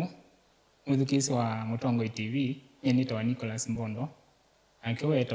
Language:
Kamba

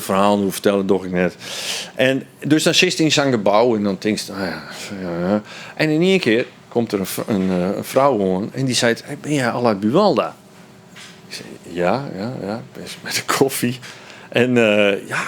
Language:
Western Frisian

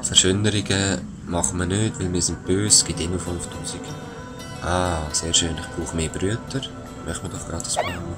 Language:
Swiss German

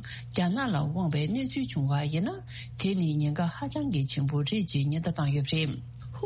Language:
Tibetan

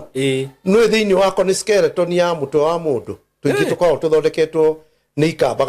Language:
Kikuyu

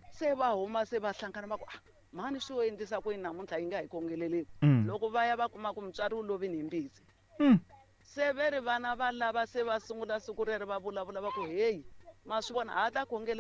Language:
Tsonga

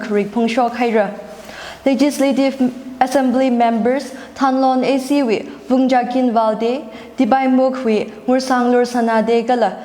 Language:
Tangkhul Naga (India)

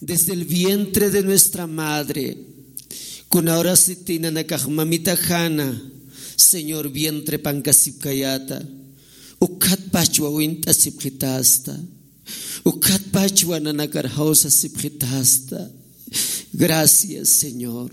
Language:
Aymara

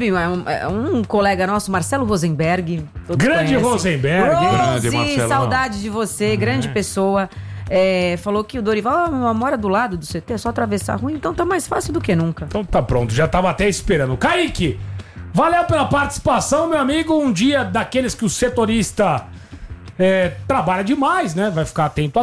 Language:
Portuguese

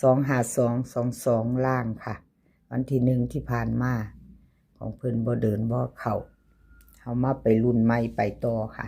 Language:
Lao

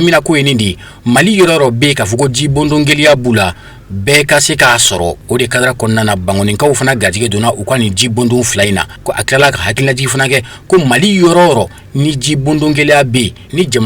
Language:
Bambara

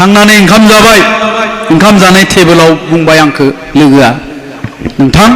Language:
Bodo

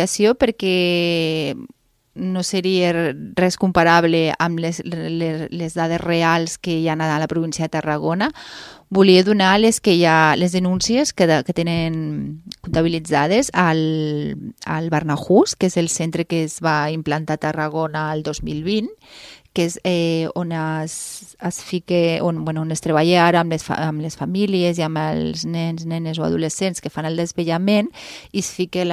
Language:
Catalan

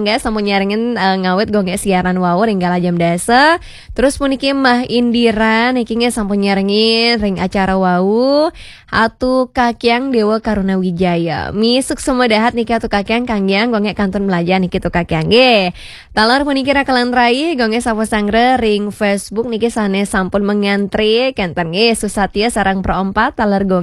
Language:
Balinese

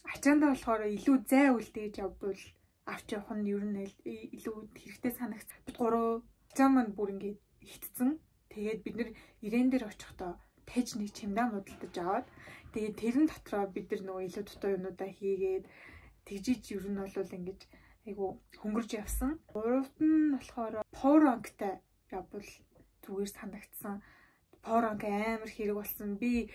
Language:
Mongolian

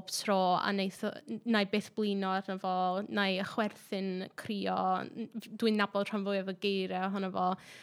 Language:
Welsh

